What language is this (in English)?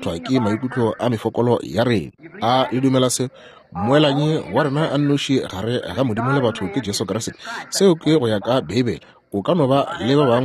Northern Sotho